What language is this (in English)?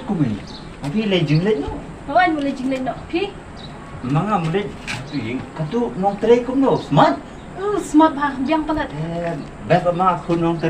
Khasi